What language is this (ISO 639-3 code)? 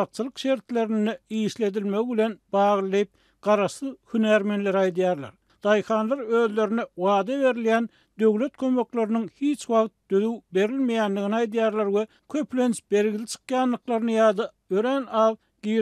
tuk